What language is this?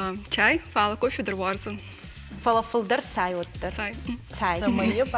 Ossetic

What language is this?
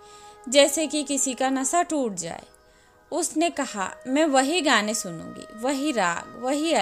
Hindi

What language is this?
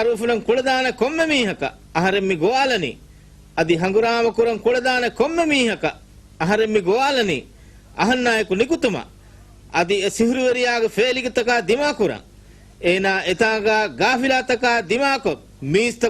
Divehi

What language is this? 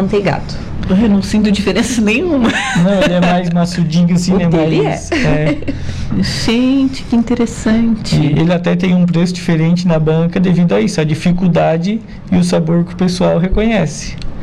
Portuguese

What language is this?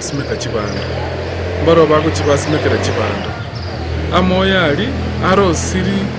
Gusii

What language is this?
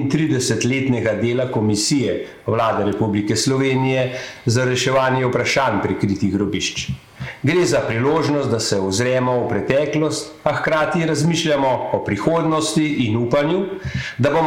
Slovenian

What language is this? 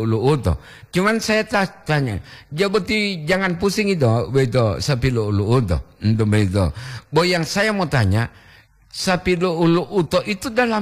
Gorontalo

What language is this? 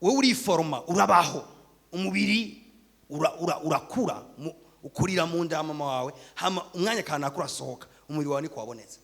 Rundi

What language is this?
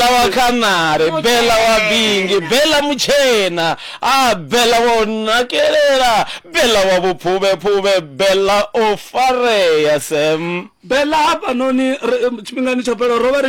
Venda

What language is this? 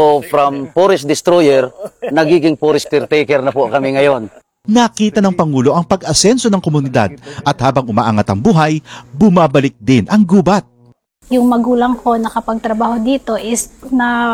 Filipino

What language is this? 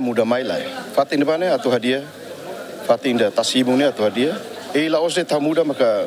Tetum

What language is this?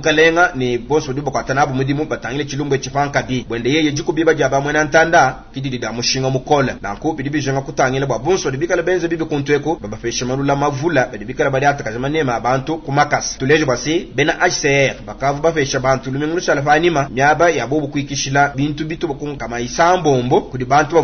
Luba-Lulua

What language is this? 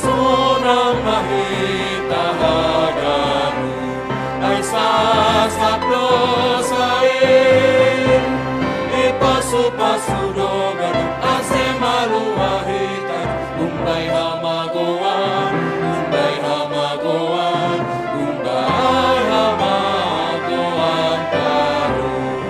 Batak Simalungun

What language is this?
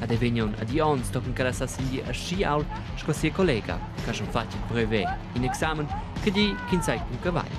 Romansh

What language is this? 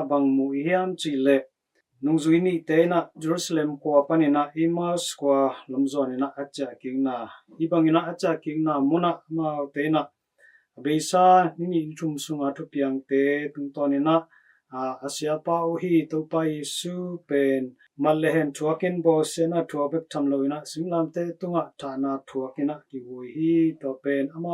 Tedim Chin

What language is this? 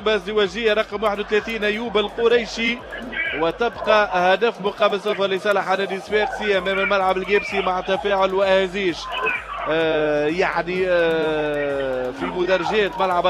Tunisian Arabic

